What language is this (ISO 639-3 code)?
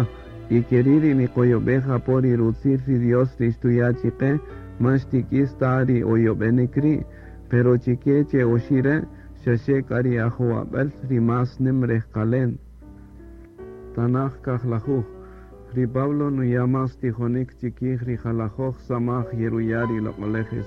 cak